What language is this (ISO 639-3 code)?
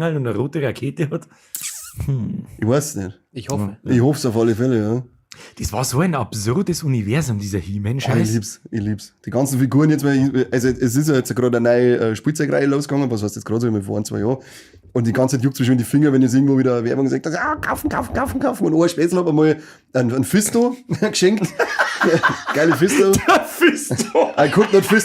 bar